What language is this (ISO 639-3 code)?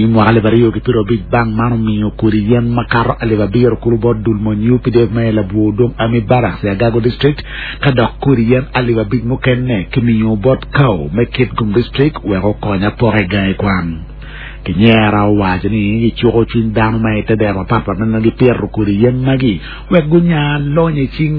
ach